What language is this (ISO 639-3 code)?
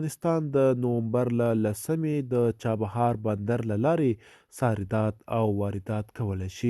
pus